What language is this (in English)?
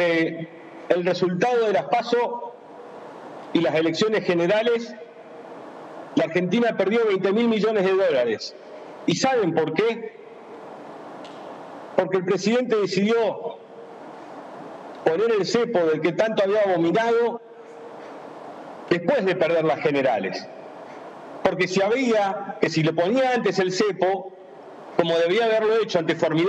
Spanish